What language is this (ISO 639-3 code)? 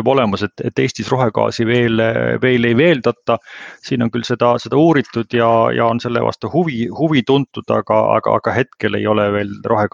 est